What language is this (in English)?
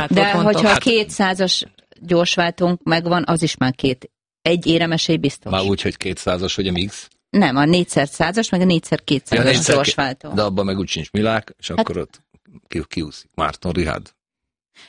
Hungarian